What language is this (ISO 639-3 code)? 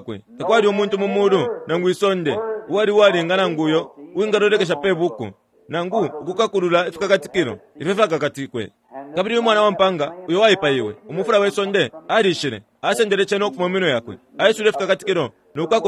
bem